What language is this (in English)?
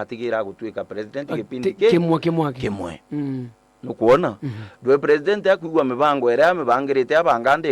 Meru